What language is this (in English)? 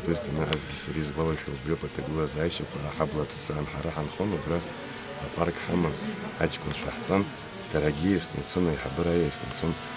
Abkhazian